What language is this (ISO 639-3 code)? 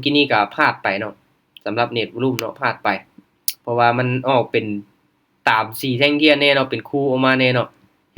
lao